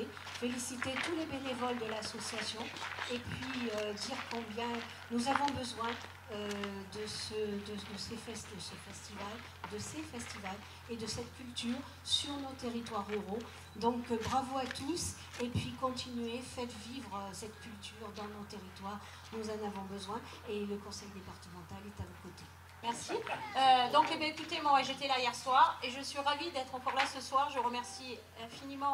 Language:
French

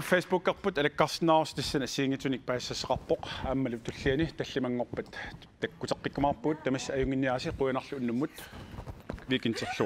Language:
Kalaallisut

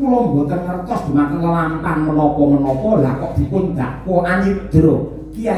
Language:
Javanese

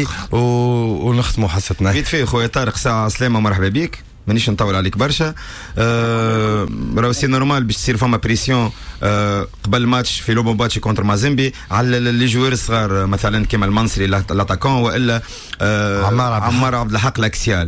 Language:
Tunisian Arabic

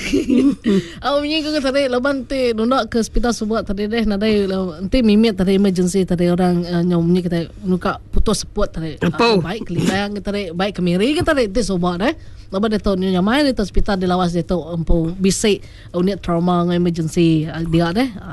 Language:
Iban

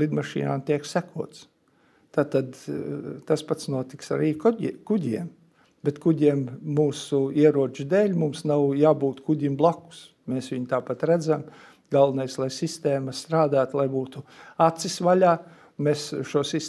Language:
Latvian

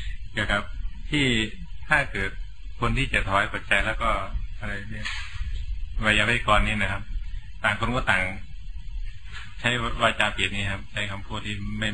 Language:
Thai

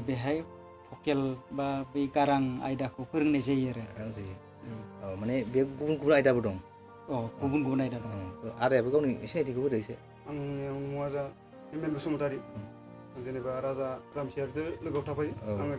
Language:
Bodo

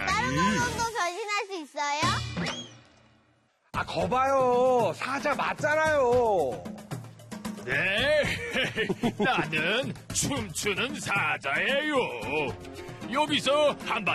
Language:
Korean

